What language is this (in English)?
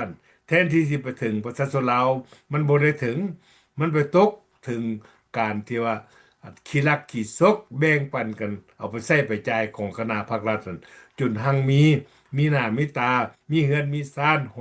Lao